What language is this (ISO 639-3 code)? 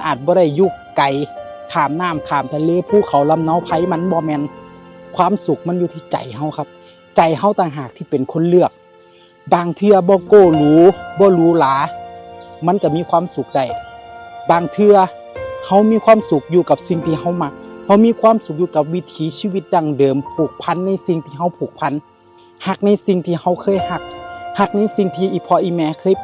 tts